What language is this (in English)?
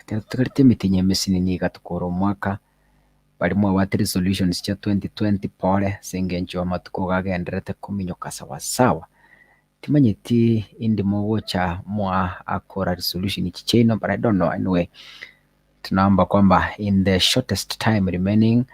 Gusii